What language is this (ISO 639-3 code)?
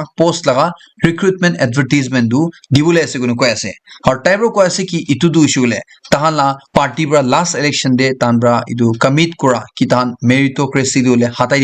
nag